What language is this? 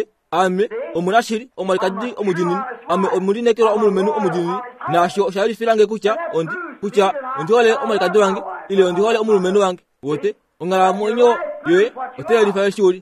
Kuanyama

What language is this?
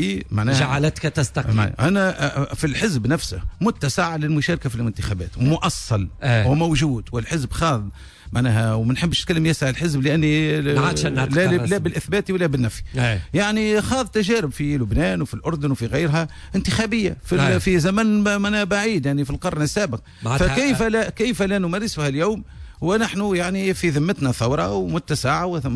Tunisian Arabic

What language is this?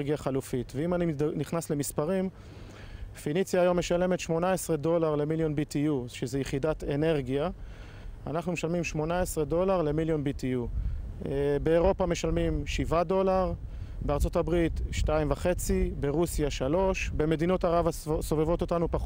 Hebrew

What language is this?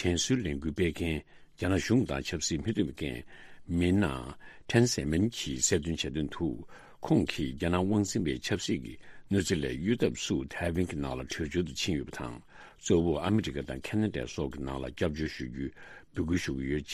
Tibetan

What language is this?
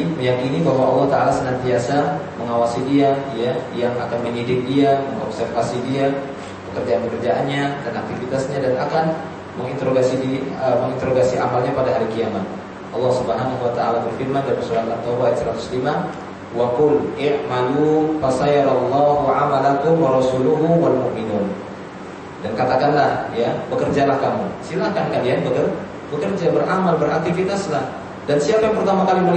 Indonesian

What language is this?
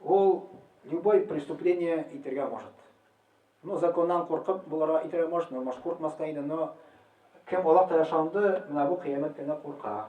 Tatar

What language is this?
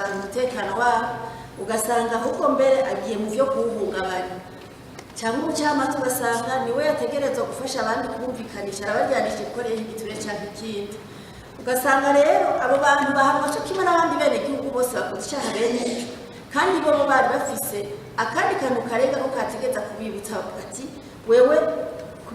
Rundi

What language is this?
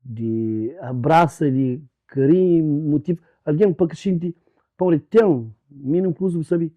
Kabuverdianu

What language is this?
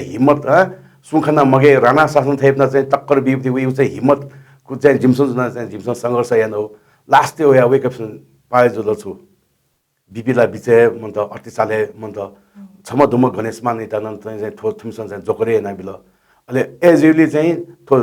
Newari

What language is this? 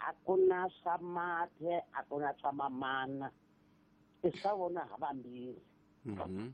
Tsonga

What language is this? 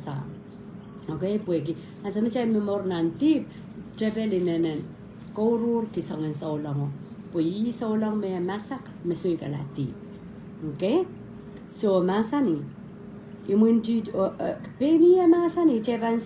Pohnpeian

